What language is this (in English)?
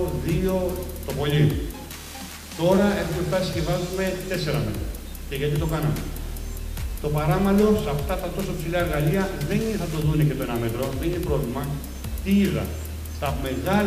Greek